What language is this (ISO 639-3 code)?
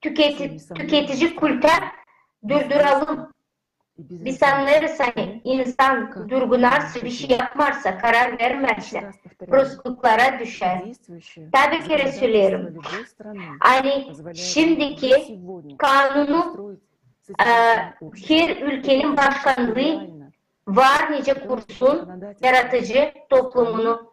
gag